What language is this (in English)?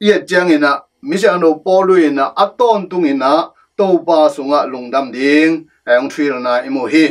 Tedim Chin